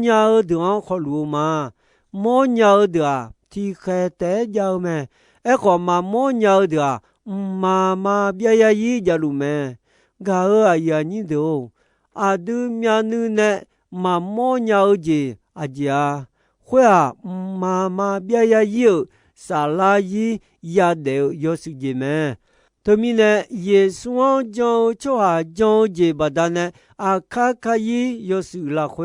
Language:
Akha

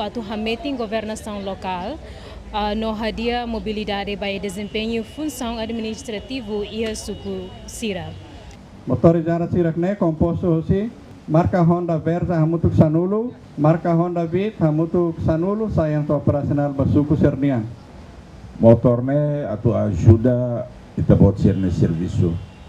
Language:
Tetum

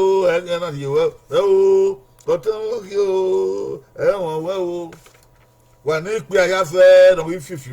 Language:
Bini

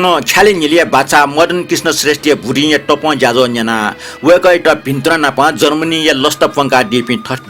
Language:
Newari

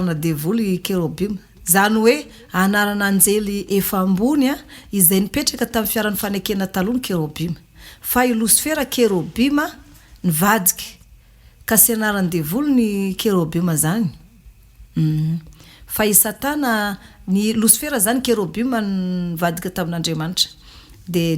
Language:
Malagasy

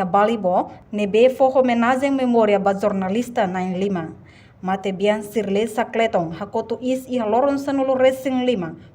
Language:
Tetum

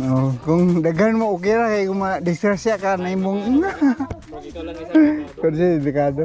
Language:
Cebuano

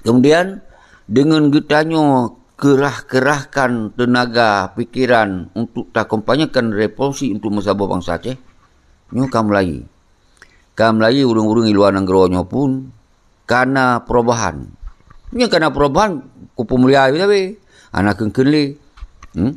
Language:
Achinese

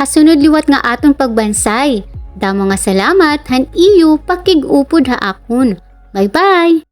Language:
Waray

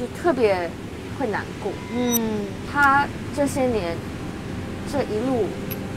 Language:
Chinese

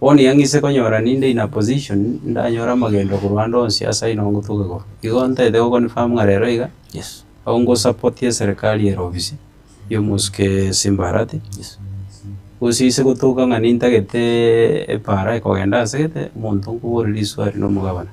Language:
Gusii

